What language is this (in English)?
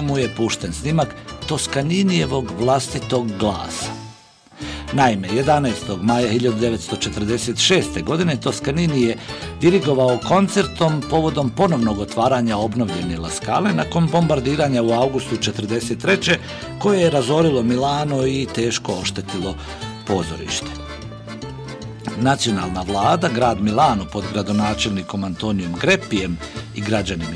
Bosnian